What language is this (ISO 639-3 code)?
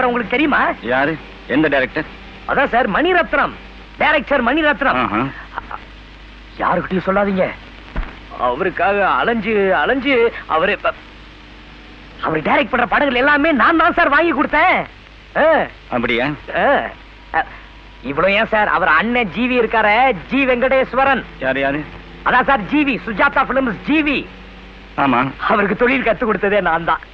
tam